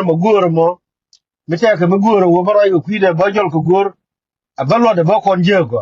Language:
Nuer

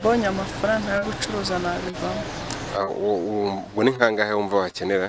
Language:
Kinyarwanda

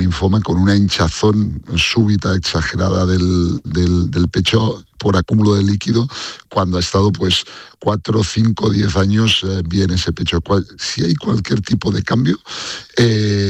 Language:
Spanish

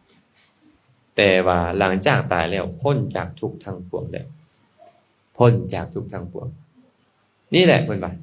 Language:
Lao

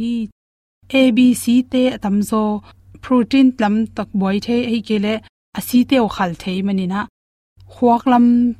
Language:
Tedim Chin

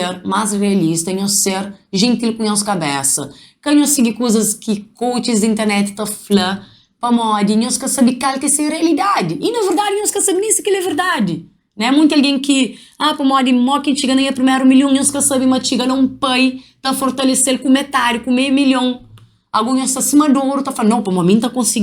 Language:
Kabuverdianu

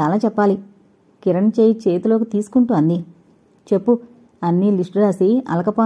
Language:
Telugu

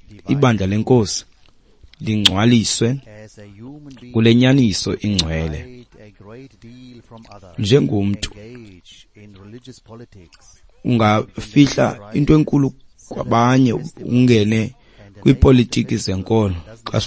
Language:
Xhosa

